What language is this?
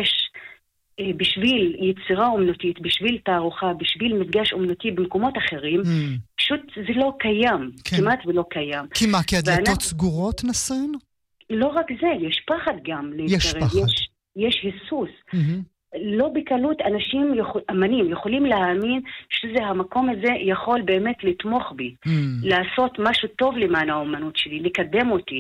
Hebrew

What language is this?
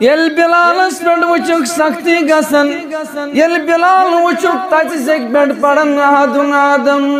Kashmiri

